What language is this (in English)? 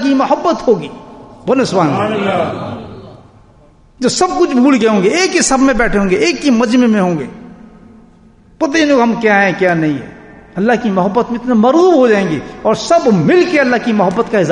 Urdu